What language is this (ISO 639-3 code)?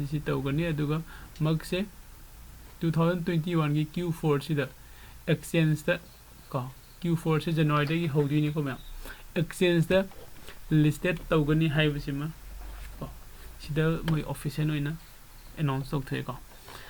mni